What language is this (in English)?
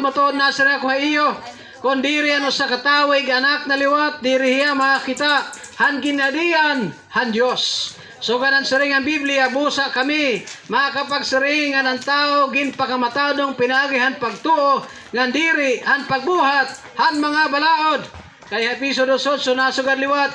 Waray